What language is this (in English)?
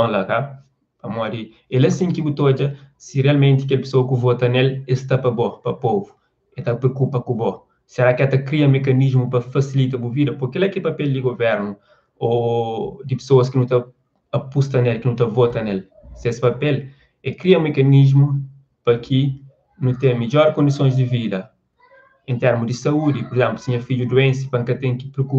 Kabuverdianu